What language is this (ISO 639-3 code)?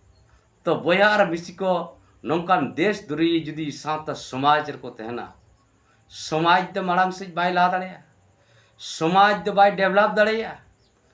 sat